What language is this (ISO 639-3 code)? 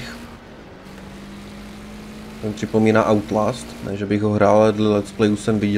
ces